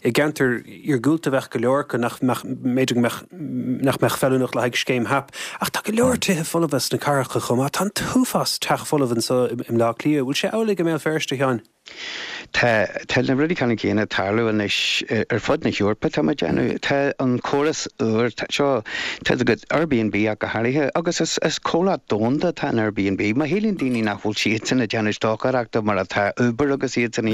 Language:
Irish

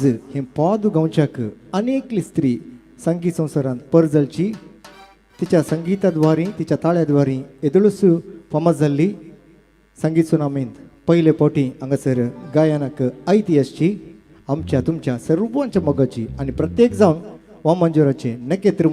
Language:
Konkani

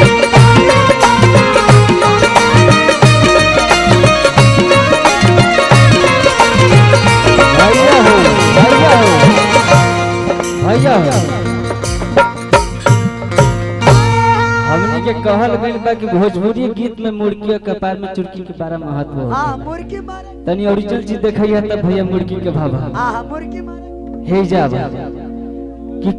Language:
Bhojpuri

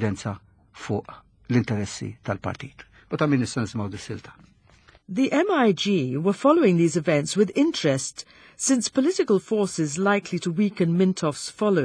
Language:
Maltese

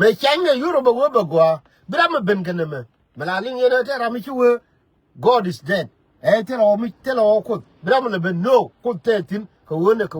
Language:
Nuer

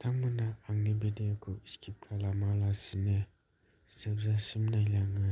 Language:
Bodo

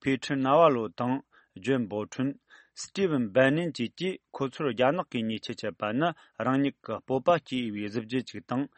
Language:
Tibetan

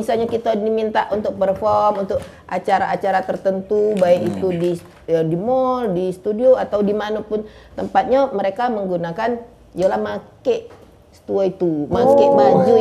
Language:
Musi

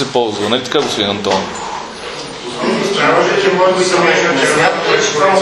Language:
Bulgarian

